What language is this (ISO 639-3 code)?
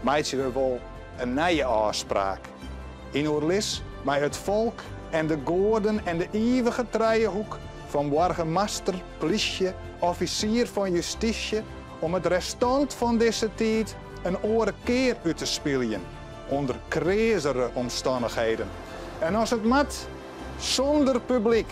fry